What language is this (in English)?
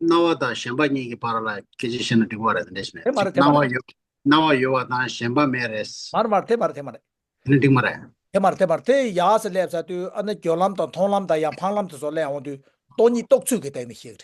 Tibetan